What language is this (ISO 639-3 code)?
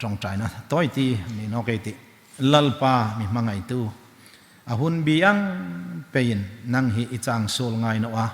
hmr